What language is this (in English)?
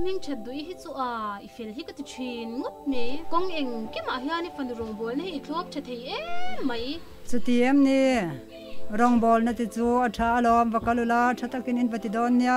Mizo